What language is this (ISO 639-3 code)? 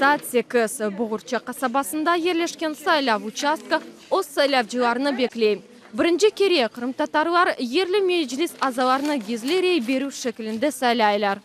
crh